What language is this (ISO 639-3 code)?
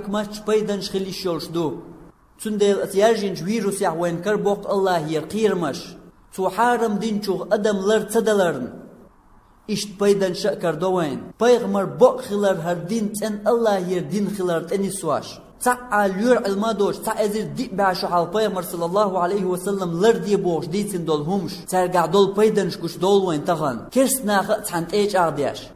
che